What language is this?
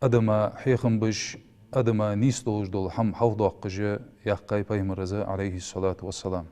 Ingush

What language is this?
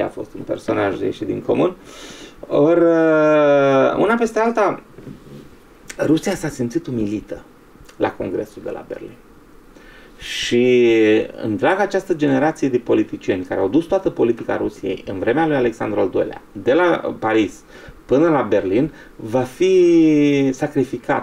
Romanian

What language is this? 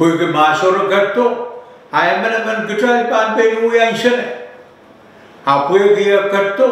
Pohnpeian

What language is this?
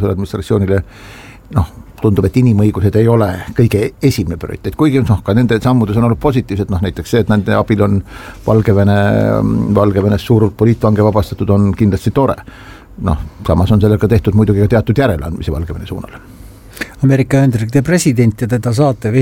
Estonian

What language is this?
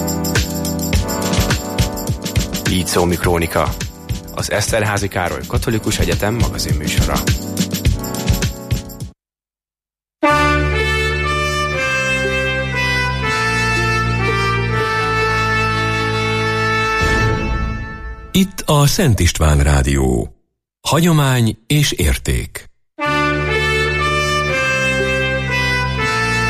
Hungarian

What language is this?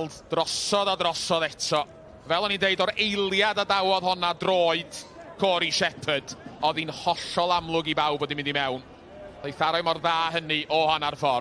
Welsh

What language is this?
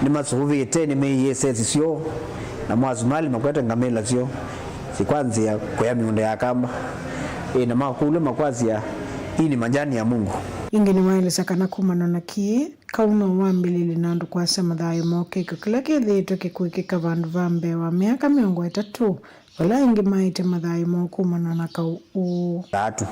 Kamba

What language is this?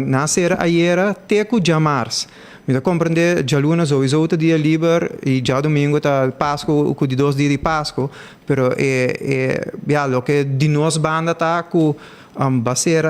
Papiamento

